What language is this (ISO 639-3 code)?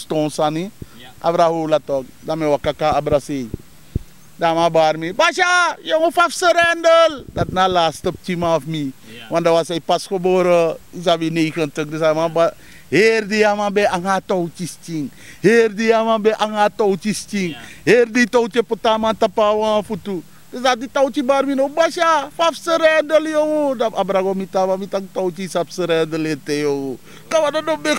srn